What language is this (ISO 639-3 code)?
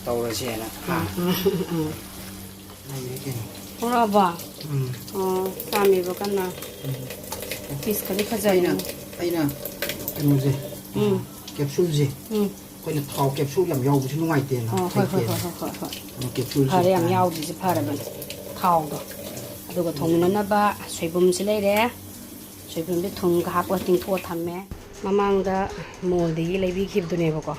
mni